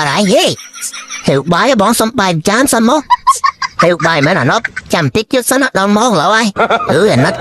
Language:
Khmer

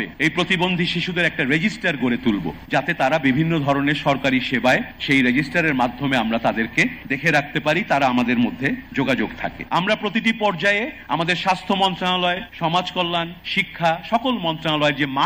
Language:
Bangla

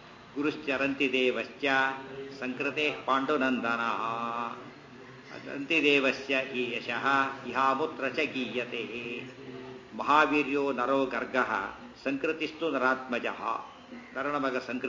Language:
Kannada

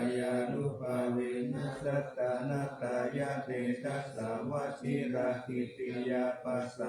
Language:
Pali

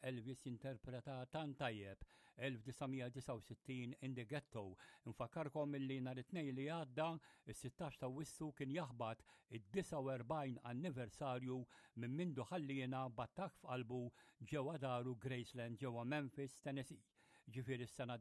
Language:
Maltese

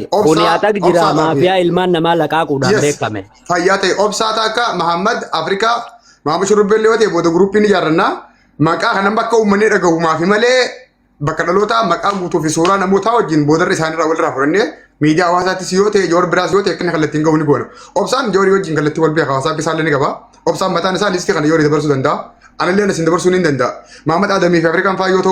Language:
Oromo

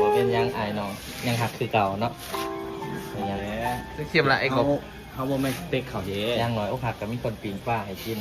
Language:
Northeastern Thai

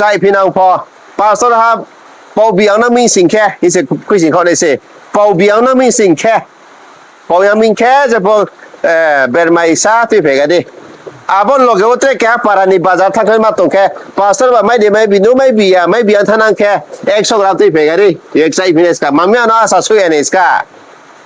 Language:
Riang (India)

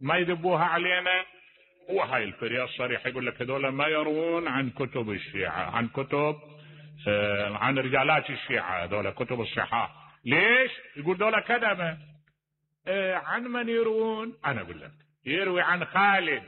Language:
Mesopotamian Arabic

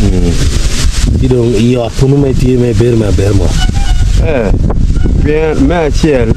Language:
Acoli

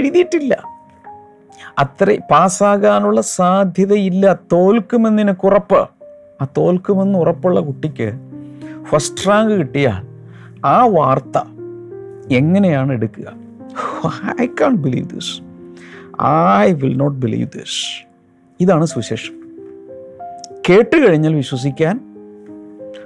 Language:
Malayalam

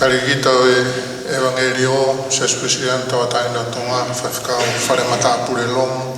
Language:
Tongan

